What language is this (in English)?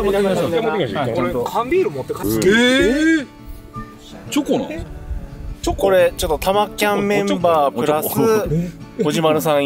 Japanese